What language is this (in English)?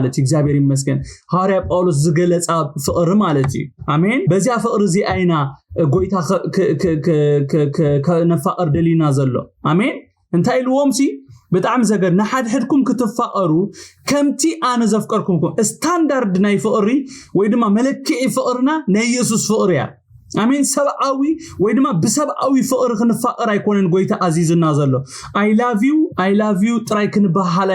Tigrinya